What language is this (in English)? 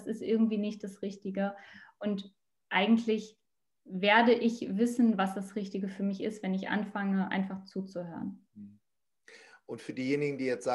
German